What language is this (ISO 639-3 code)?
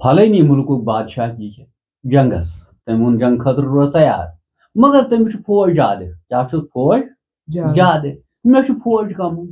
kas